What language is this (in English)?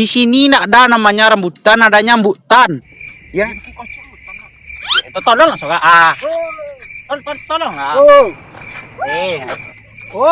Minangkabau